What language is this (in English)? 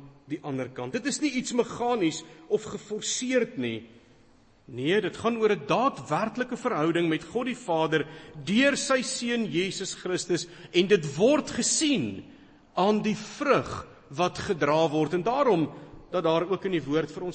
Afrikaans